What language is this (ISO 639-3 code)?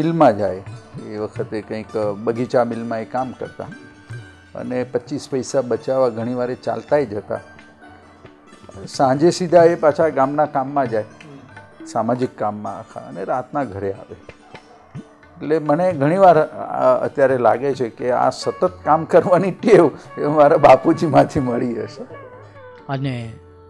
guj